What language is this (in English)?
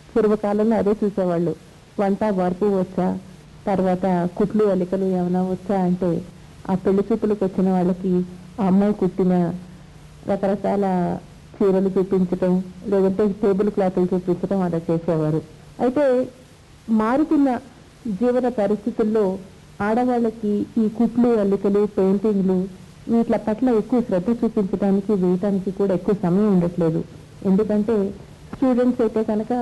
Telugu